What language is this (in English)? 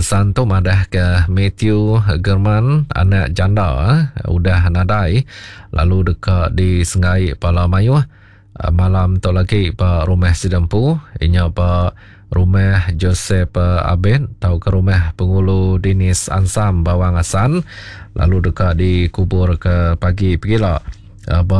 Iban